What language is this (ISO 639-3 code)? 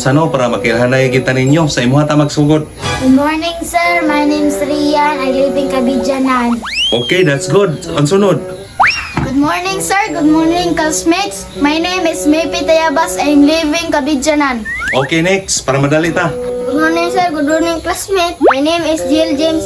ceb